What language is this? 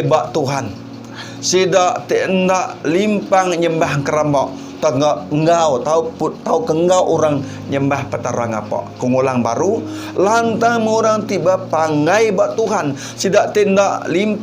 Iban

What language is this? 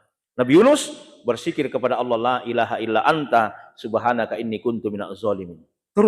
Buginese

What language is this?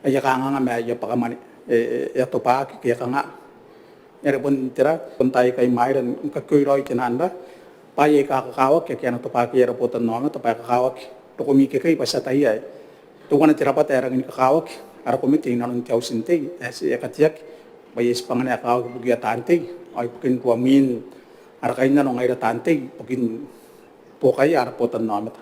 Gilbertese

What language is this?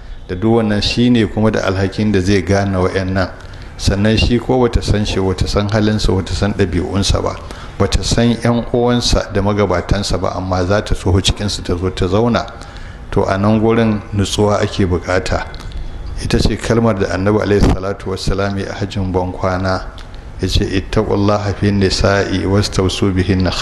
Hausa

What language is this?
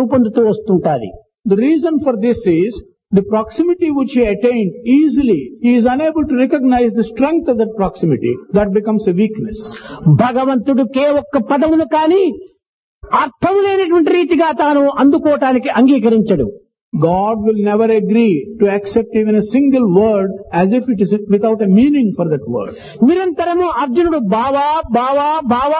Telugu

